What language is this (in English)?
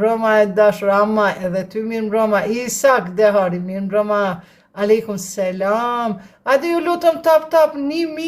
Albanian